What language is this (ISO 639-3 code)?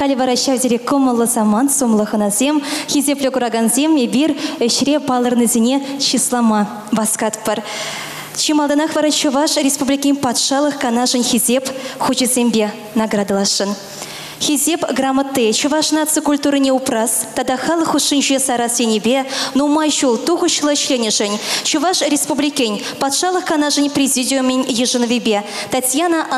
chv